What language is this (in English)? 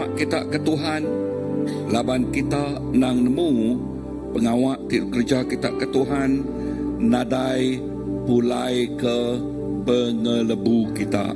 Iban